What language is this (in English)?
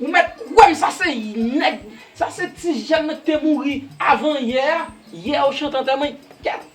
Haitian Creole